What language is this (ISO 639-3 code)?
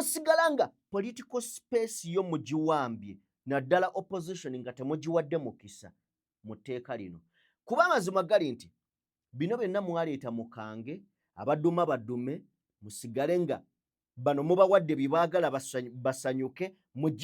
lug